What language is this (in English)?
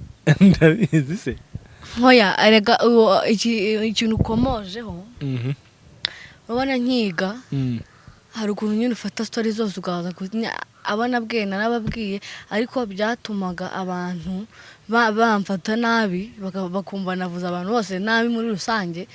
Kinyarwanda